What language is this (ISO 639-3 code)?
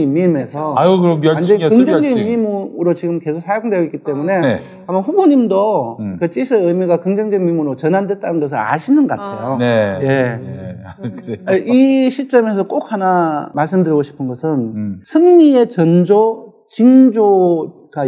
kor